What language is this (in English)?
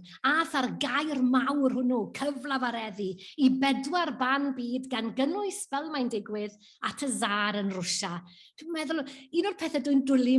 Welsh